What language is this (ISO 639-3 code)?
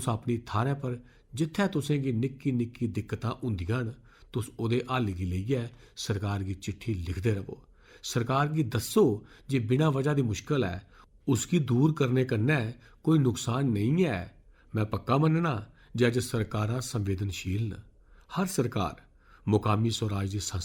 doi